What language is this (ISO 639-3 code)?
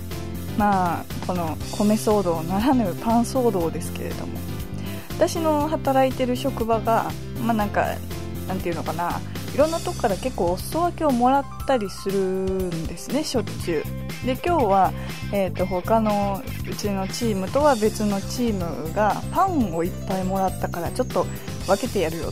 jpn